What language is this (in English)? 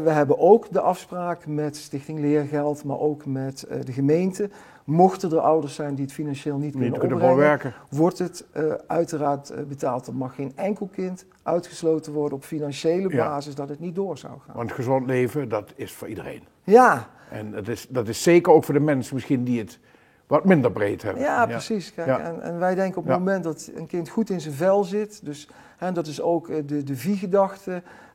Limburgish